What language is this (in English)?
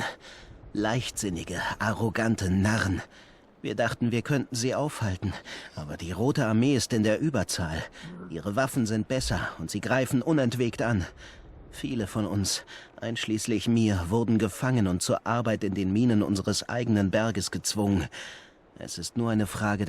Swiss German